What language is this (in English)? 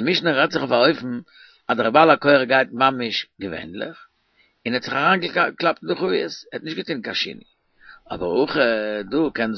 Yiddish